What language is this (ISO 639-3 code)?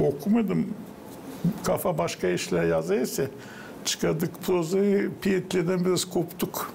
gag